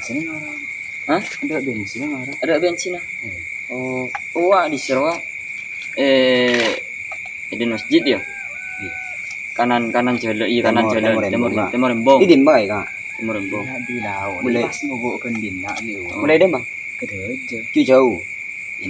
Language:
Madurese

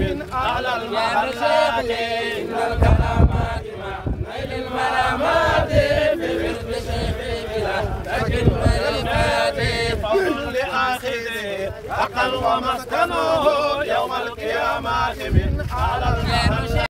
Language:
Fula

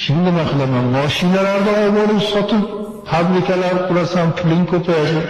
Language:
Uzbek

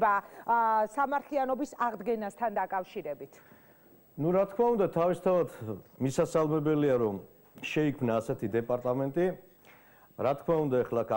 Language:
Georgian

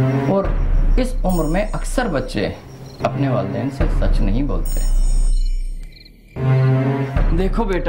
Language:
Hindi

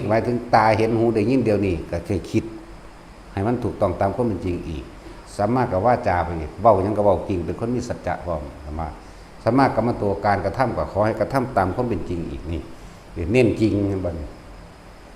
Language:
Northeastern Thai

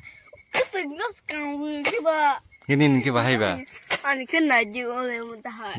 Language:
Kok Borok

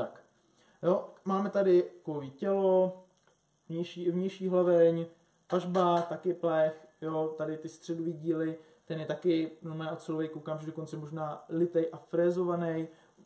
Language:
Czech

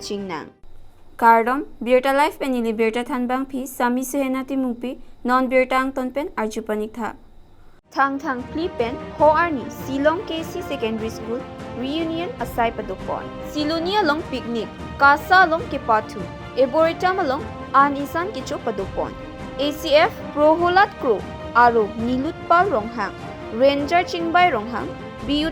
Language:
Karbi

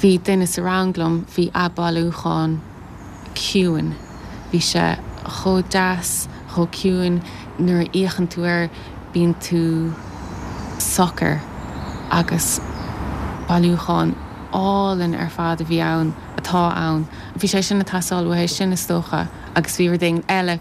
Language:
Irish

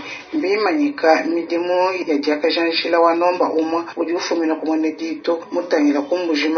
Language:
Luba-Lulua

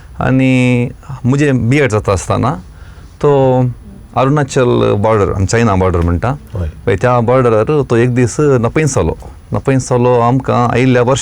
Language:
Konkani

